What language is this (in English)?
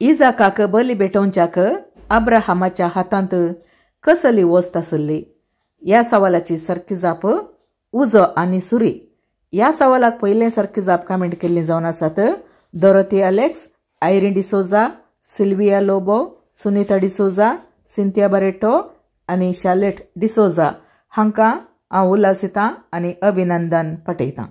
Konkani